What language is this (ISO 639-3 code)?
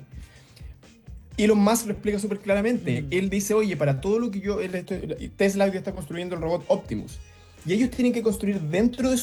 spa